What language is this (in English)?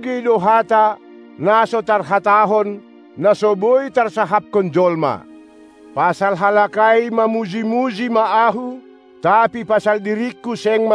Batak Simalungun